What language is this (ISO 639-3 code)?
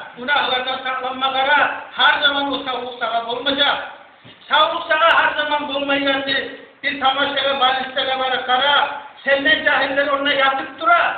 kum